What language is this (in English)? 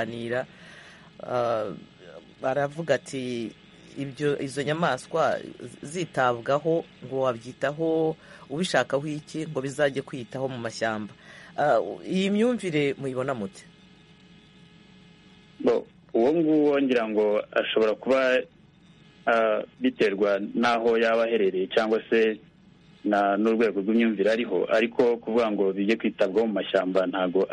Kinyarwanda